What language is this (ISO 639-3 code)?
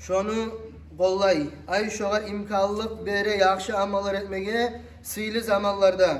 kum